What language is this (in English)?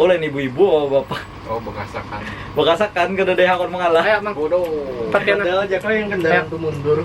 Banjar